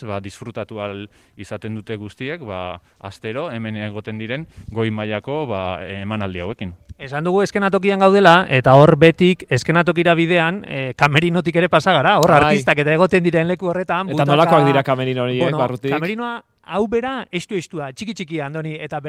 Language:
Basque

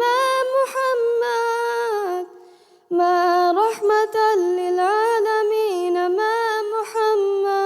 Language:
Divehi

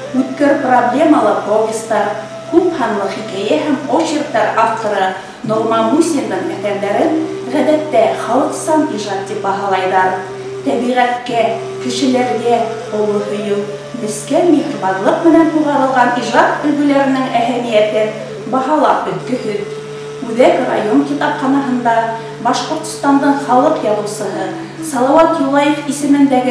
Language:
Bashkir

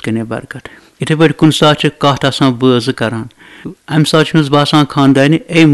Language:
Kashmiri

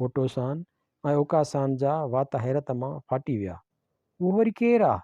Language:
Sindhi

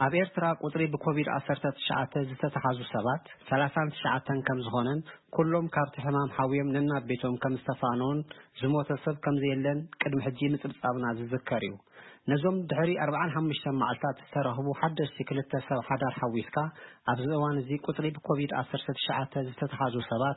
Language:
Tigrinya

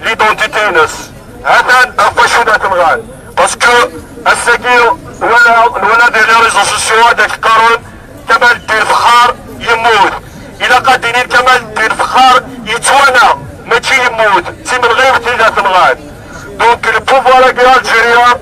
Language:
Kabyle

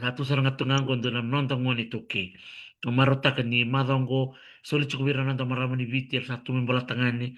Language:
Fijian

